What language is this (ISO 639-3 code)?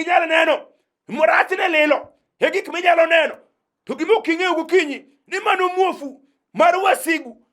luo